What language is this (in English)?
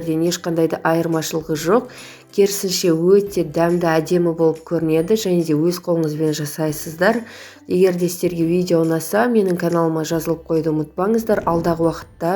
Kazakh